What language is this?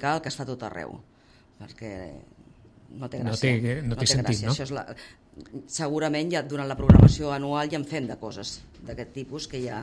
Catalan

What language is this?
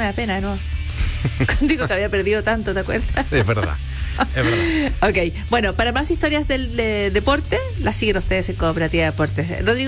Spanish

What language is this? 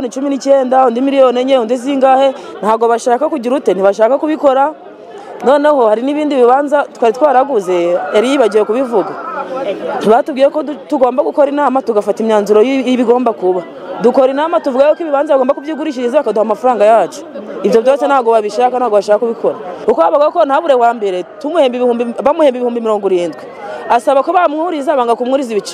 Kinyarwanda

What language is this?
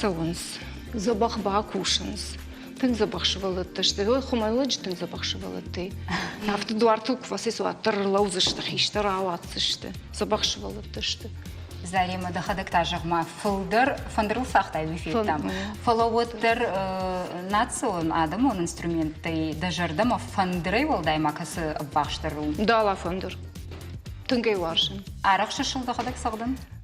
Ossetic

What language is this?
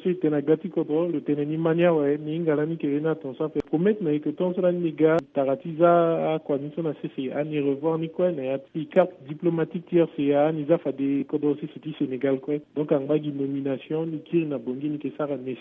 Sango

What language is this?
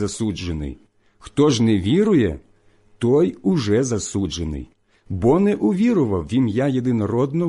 Ukrainian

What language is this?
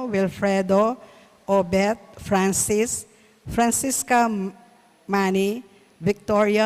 Pampanga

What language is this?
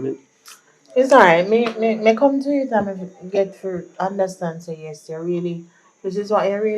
Jamaican Creole English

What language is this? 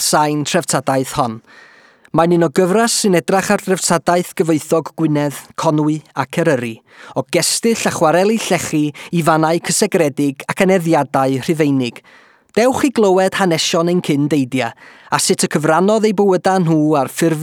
Welsh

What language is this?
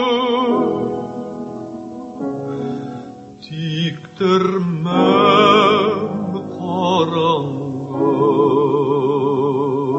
Tatar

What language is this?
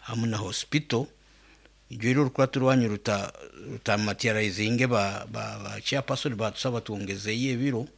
Nyoro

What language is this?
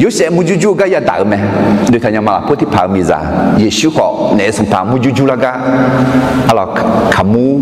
Akha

